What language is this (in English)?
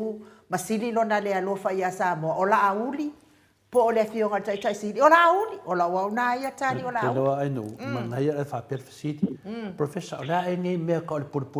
Samoan